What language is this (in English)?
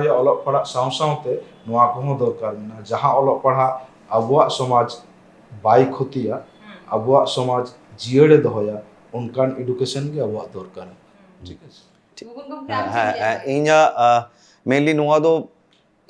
Santali